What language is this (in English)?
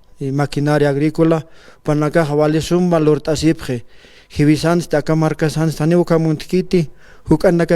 Aymara